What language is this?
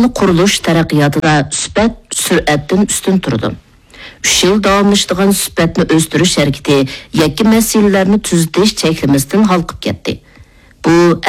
Uyghur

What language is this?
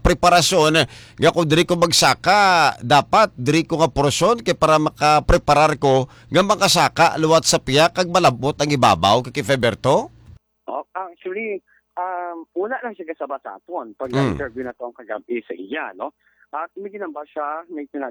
Hiligaynon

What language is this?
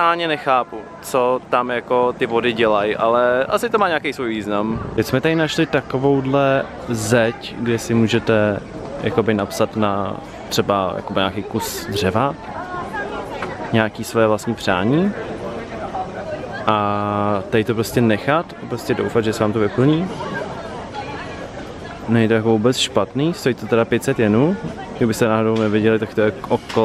Czech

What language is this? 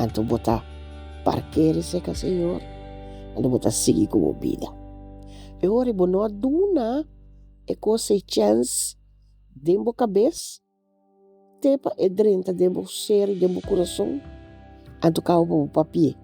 Papiamento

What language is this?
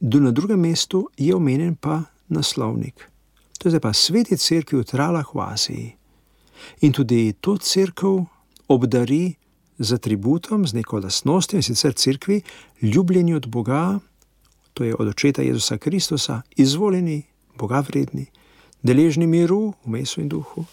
Slovenian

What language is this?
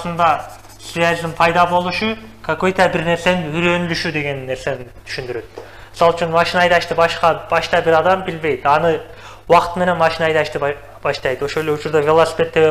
Kyrgyz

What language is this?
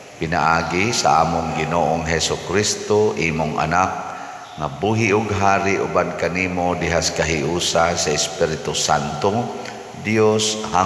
Cebuano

